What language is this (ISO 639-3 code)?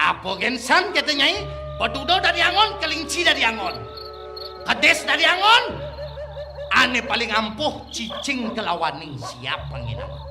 ban